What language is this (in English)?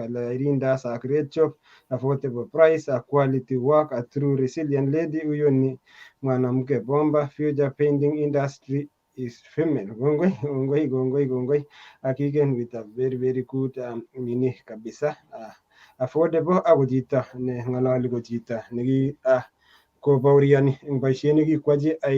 Kalenjin